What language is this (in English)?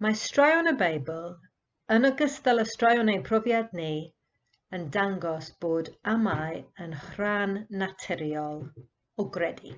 Welsh